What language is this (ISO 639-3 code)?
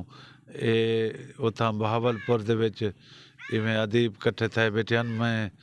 skr